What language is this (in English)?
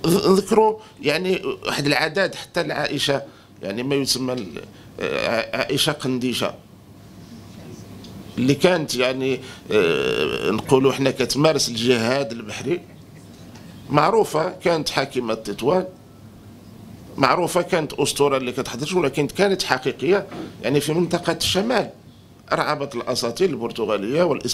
Moroccan Arabic